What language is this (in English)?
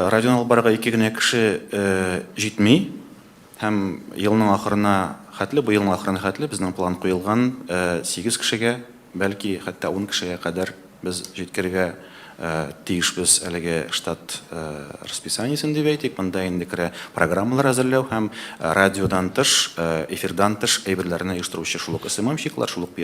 Tatar